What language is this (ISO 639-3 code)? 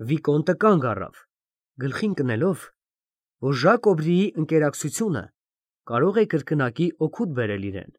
hye